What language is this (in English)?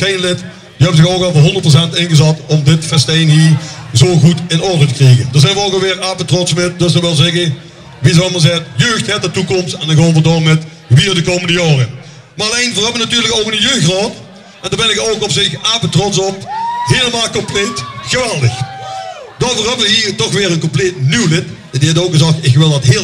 Limburgish